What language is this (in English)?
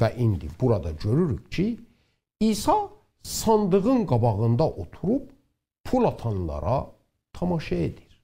South Azerbaijani